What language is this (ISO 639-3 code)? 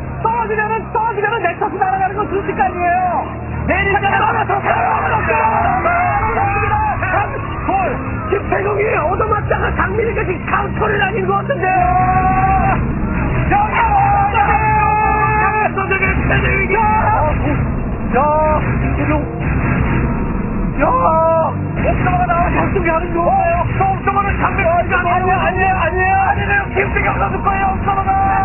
kor